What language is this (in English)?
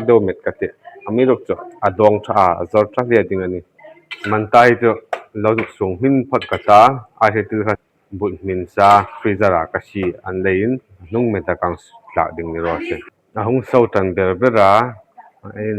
Hmar